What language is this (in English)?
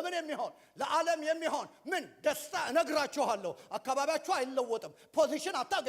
Amharic